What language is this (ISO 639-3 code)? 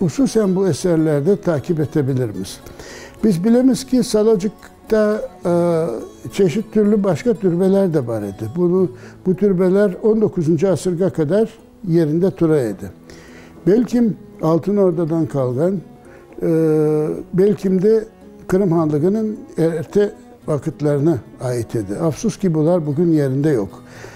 crh